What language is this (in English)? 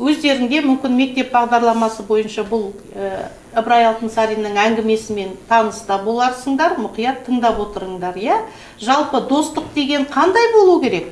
Kazakh